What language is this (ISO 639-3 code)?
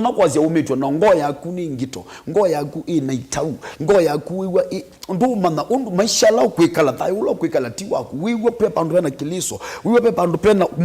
kam